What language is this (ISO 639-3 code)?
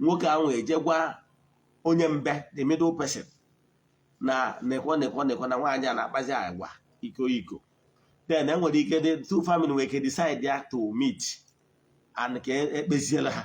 ibo